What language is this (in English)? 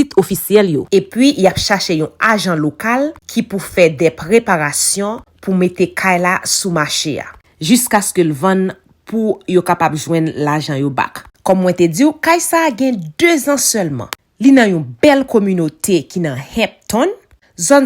Haitian Creole